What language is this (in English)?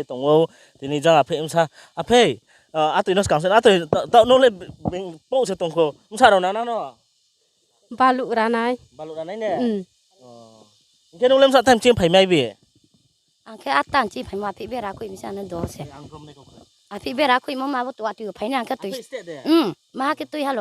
Riang (India)